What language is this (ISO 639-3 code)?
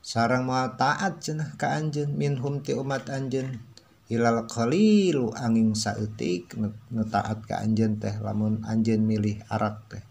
sun